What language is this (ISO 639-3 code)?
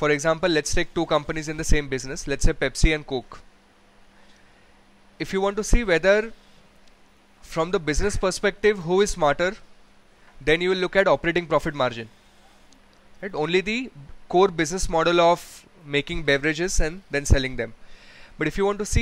eng